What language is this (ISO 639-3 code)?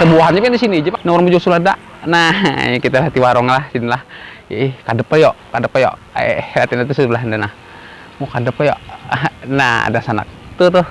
bjn